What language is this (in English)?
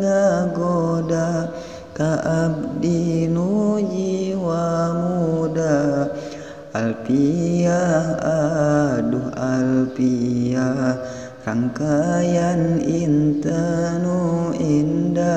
Sundanese